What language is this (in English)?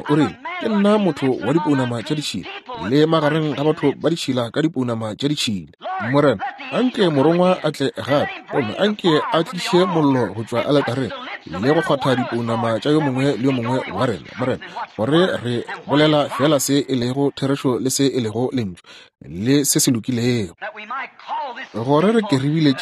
Northern Sotho